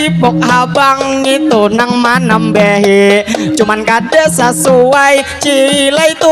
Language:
Banjar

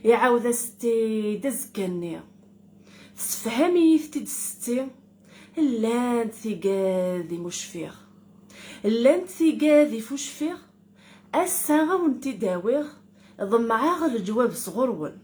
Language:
Kabyle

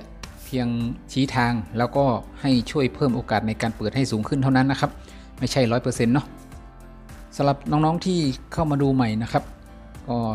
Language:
Thai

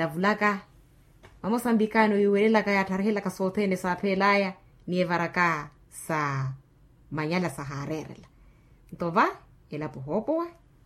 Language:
Makhuwa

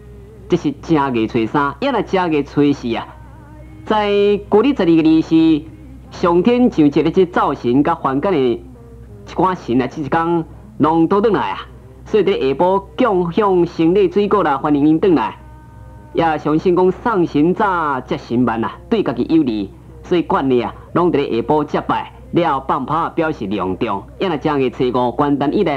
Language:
Min Nan Chinese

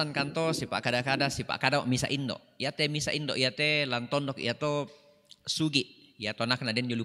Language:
Toraja-Sa'dan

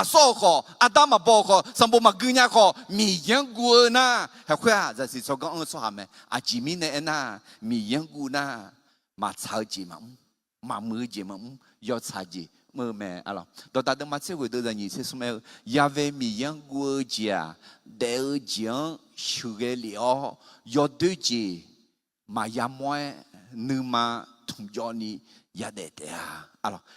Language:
Akha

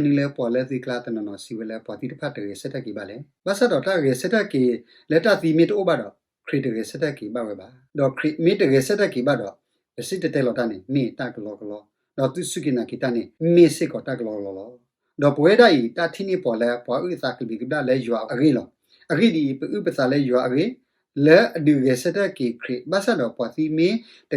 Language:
S'gaw Karen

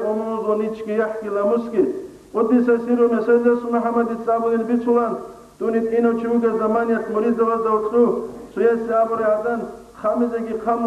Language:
Avaric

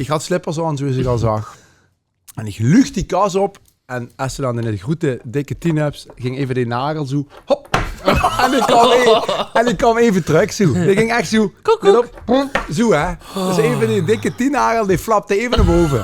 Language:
Limburgish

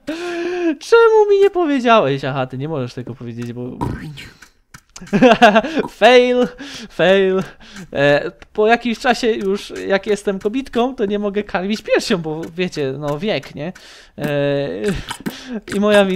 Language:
Polish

